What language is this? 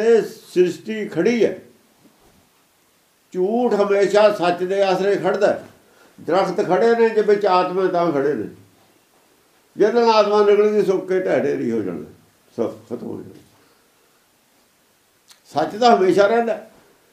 Punjabi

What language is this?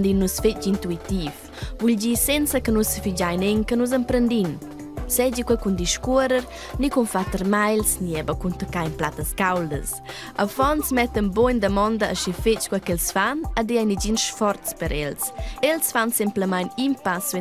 Romansh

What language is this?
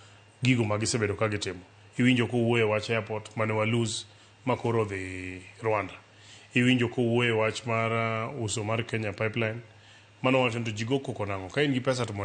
Luo (Kenya and Tanzania)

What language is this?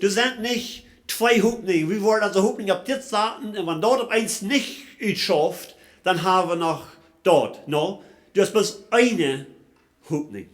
Plautdietsch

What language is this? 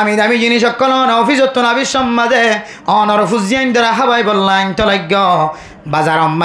Rohingya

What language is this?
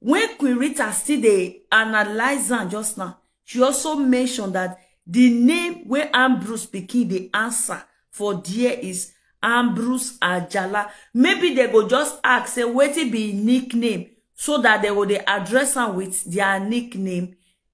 Nigerian Pidgin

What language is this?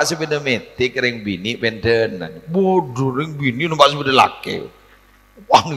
Madurese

